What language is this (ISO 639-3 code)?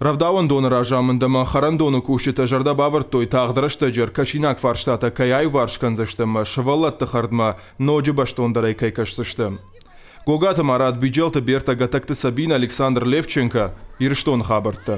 oss